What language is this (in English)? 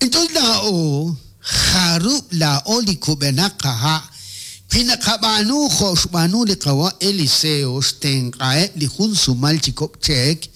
Kekchí